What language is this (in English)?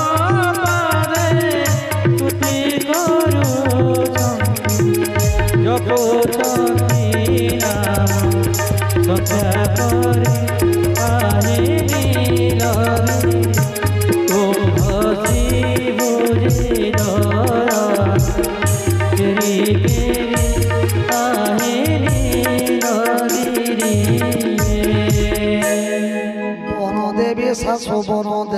Odia